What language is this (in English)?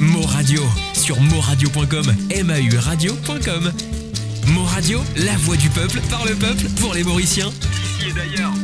Morisyen